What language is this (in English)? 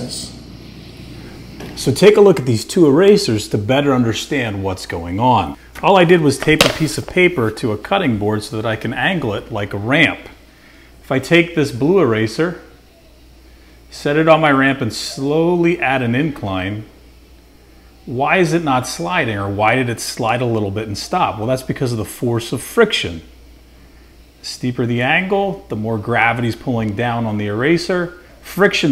English